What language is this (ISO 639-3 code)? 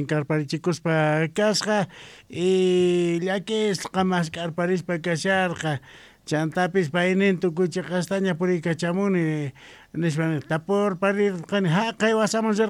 quh